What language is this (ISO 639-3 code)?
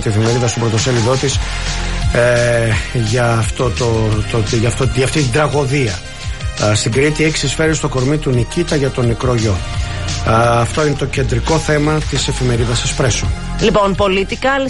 ell